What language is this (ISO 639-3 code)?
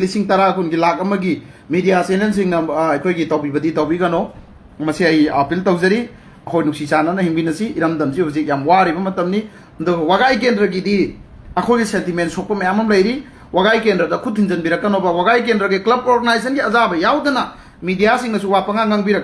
mni